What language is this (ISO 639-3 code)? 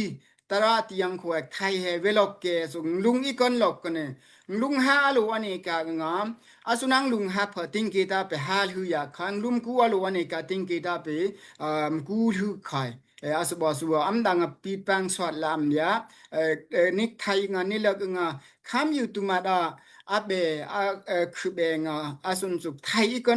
dao